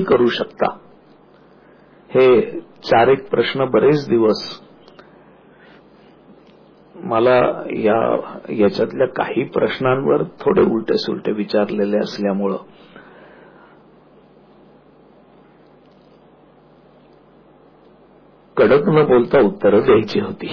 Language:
Marathi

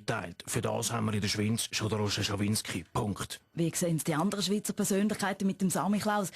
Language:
Swiss German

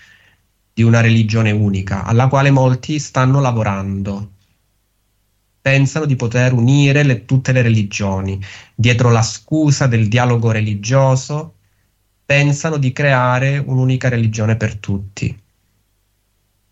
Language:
Italian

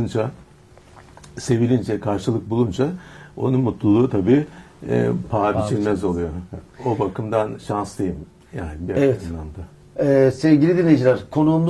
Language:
Turkish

